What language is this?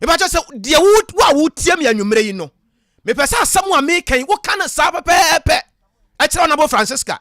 Akan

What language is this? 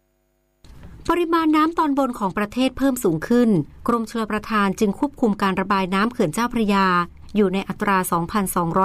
Thai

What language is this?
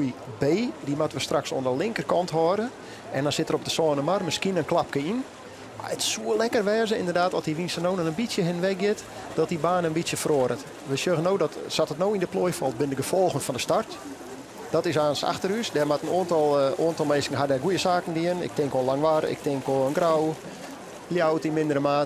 Western Frisian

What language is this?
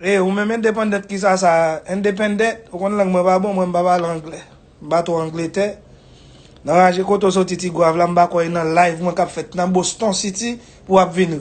Haitian Creole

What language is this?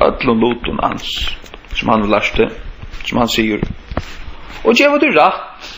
Faroese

